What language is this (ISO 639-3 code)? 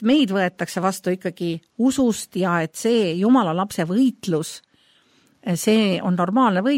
est